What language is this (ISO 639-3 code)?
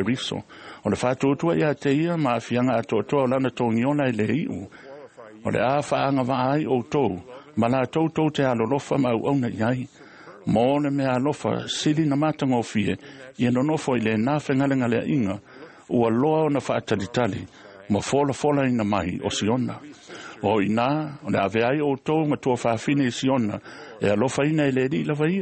smo